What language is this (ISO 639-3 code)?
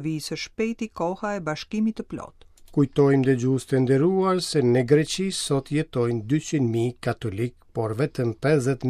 sqi